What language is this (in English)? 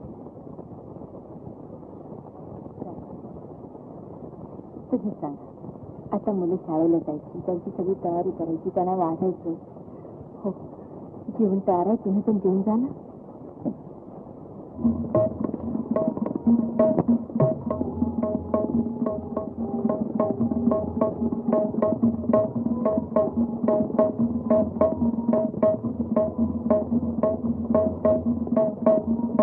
Marathi